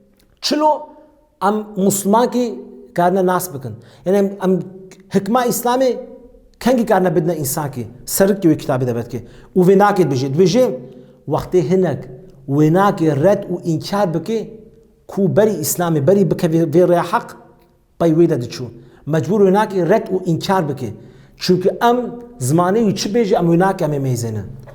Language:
Kurdish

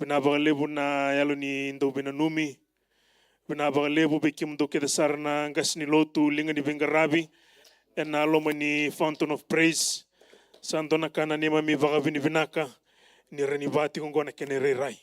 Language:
Fijian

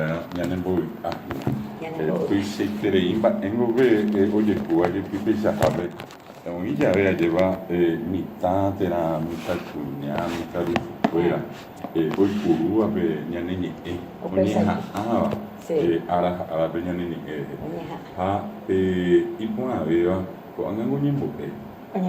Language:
Guarani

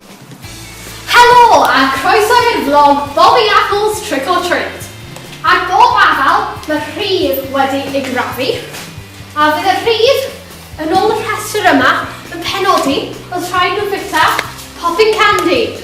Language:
Welsh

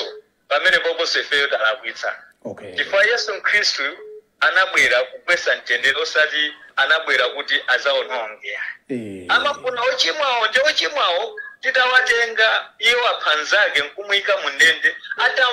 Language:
Nyanja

